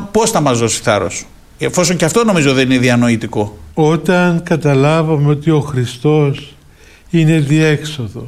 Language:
Greek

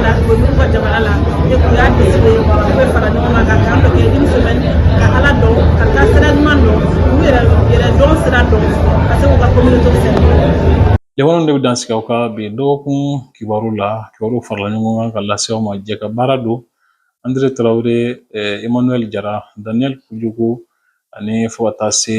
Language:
Bambara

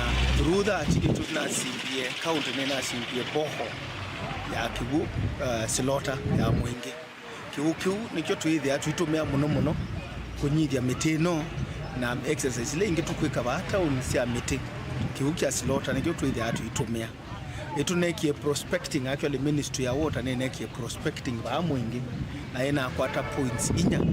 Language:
Kamba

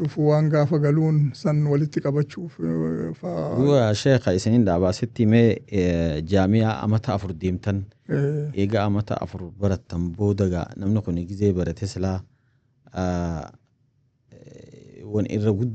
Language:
Oromo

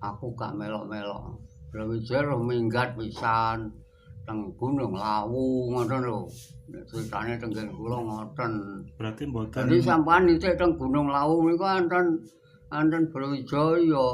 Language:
Javanese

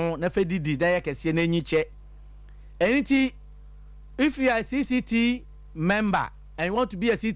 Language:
Akan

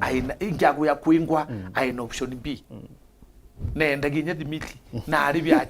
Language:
Meru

